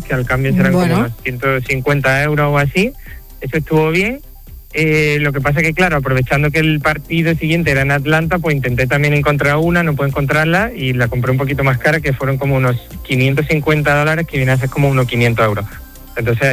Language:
Spanish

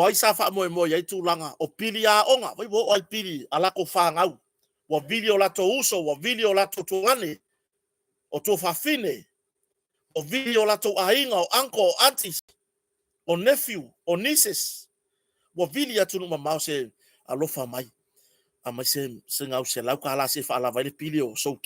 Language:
Samoan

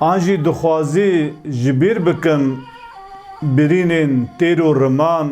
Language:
Kurdish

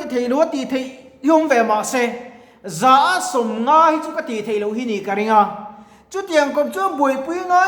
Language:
Mizo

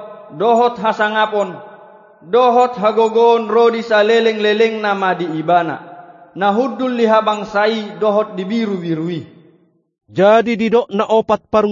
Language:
Batak Toba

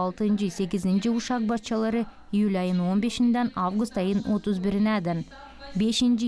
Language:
Gagauz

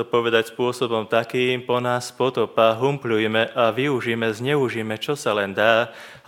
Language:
Slovak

